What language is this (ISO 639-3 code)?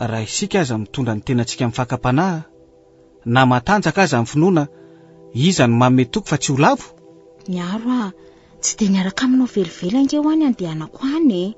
mlg